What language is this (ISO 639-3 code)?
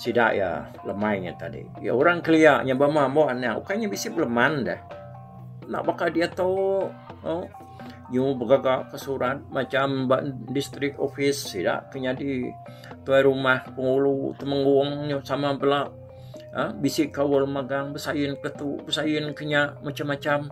iba